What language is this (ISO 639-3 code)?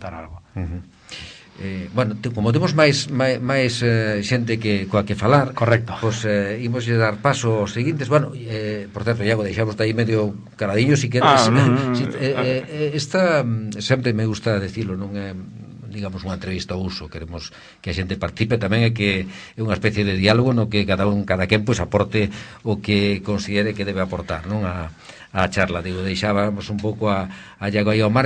glg